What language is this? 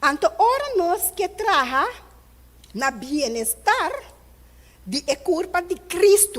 Papiamento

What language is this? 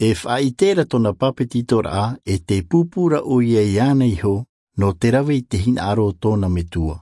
Tahitian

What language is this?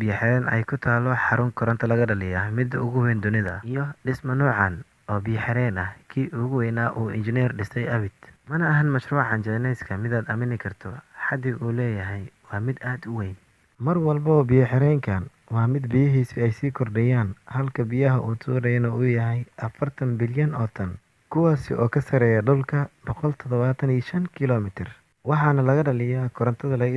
Somali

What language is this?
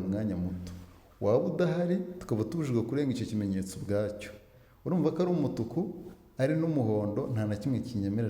Kinyarwanda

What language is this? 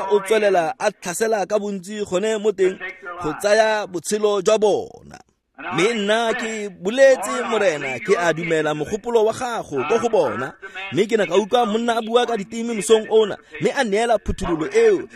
Tswana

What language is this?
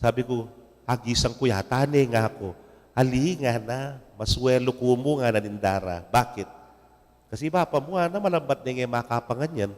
Pampanga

